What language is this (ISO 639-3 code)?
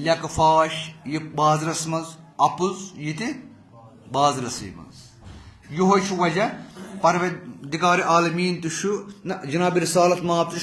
kas